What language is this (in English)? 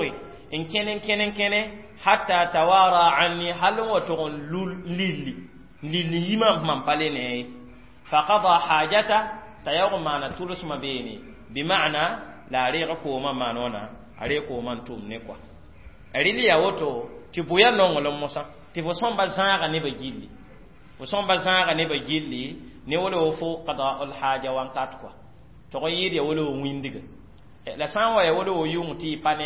Mossi